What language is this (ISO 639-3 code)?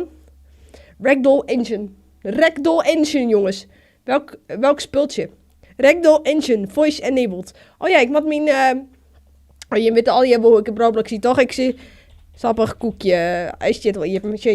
fry